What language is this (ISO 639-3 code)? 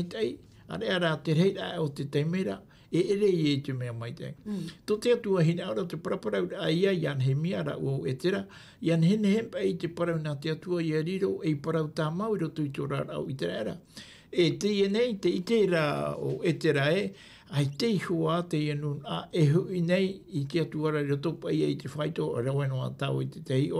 tah